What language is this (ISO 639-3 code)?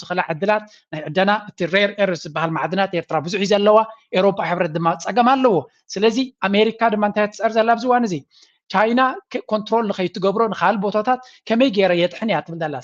tir